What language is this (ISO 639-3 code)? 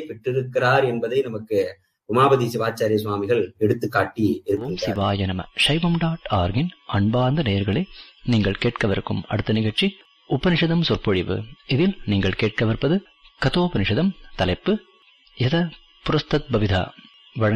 tam